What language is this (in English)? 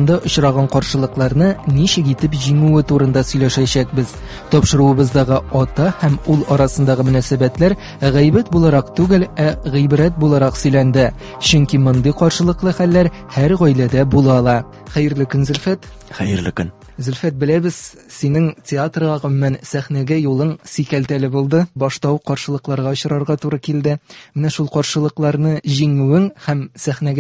Tatar